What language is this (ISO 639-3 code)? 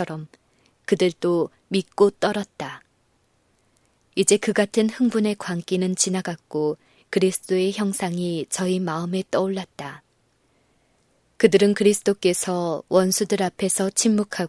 kor